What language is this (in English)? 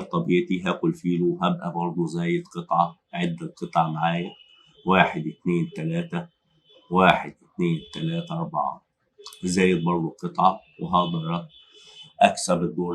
Egyptian Arabic